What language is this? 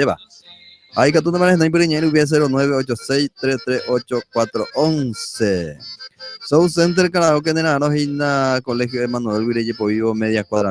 Guarani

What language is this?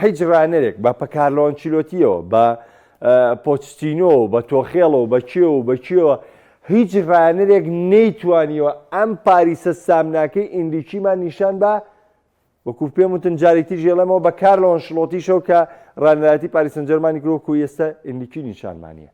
Central Kurdish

